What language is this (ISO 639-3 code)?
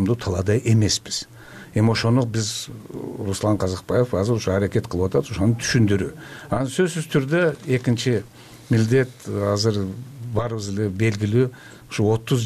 kir